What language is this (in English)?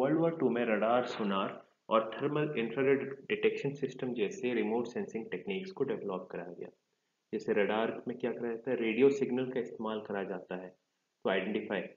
Hindi